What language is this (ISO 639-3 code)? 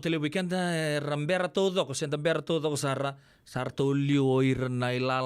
fij